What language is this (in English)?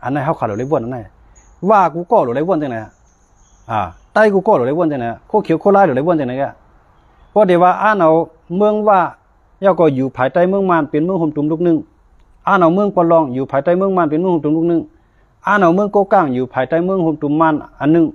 Shan